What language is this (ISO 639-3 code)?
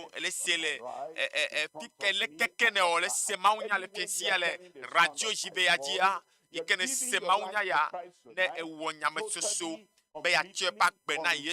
ewe